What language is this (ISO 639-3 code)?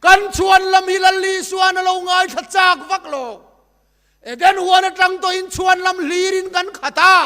lus